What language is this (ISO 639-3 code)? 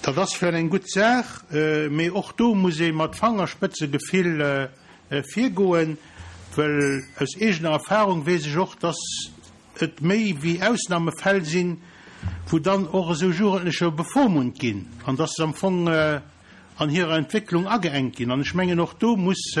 ltz